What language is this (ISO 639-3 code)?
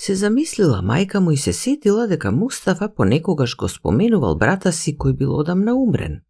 mkd